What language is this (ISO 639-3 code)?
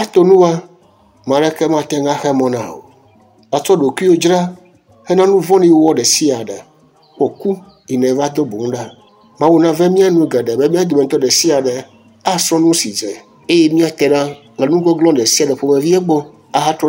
ewe